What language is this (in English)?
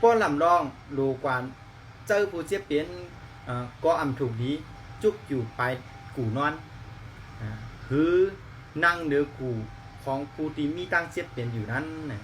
Shan